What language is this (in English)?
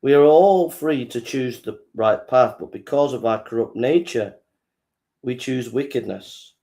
English